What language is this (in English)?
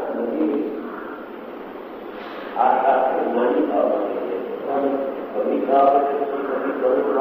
Gujarati